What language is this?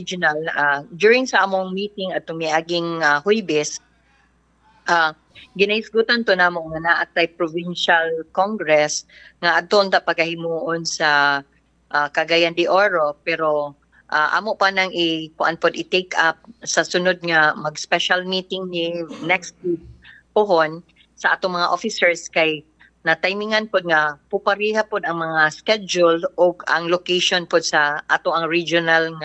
Cebuano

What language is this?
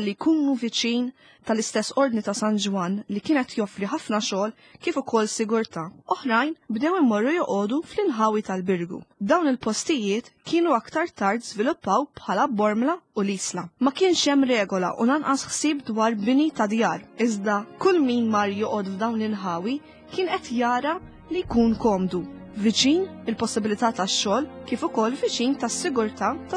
Maltese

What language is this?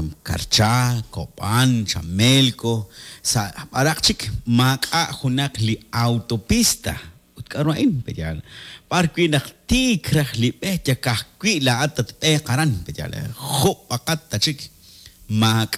Kekchí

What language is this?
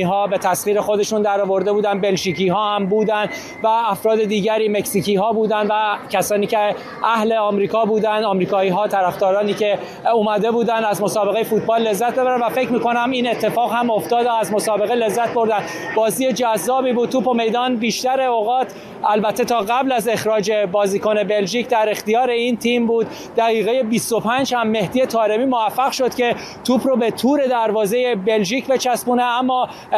Persian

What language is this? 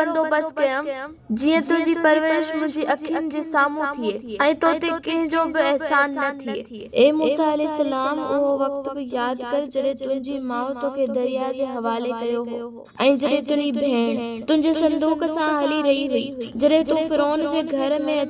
Sindhi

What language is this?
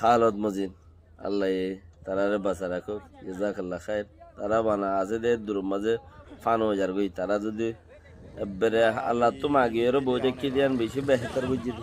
Rohingya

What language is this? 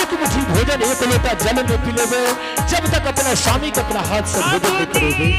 Angika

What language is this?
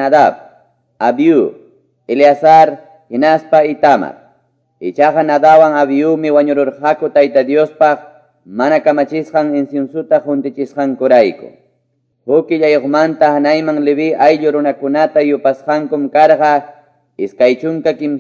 Quechua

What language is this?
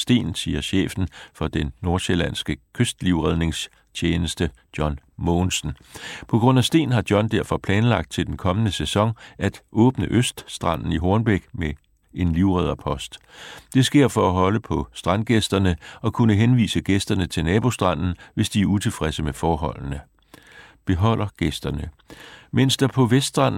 Danish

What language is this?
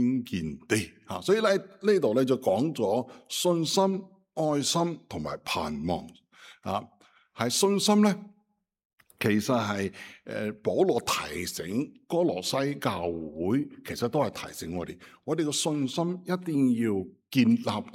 Cantonese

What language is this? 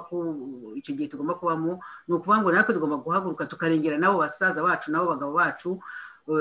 Kinyarwanda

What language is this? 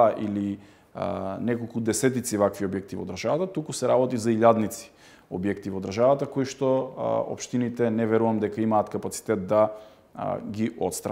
Macedonian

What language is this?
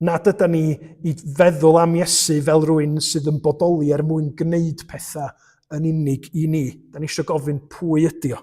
Welsh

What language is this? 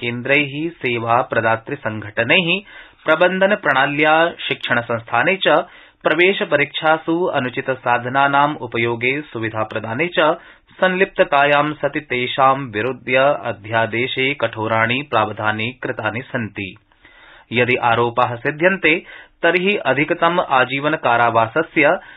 Sanskrit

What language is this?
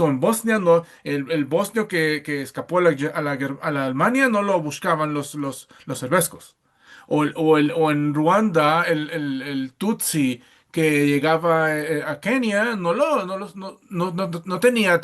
Ladino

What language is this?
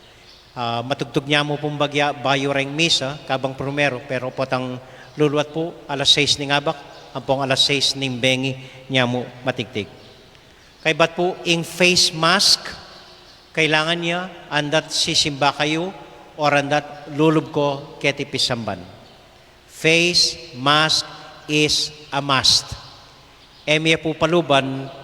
Pampanga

